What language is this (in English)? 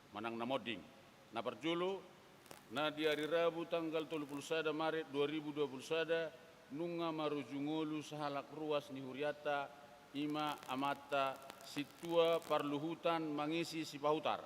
Batak Toba